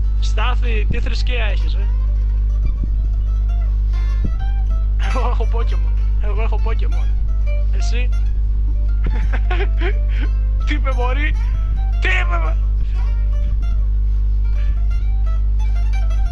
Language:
Greek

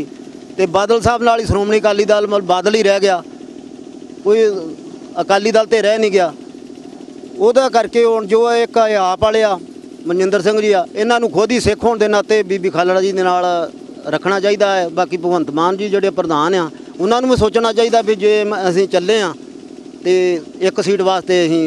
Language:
Punjabi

